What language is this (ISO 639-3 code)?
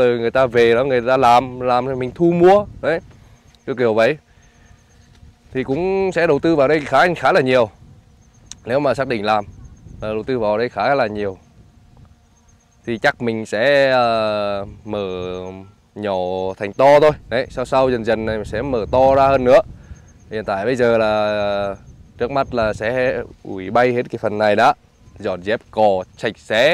vie